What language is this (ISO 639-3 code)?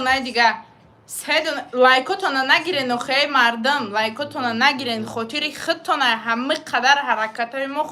tgk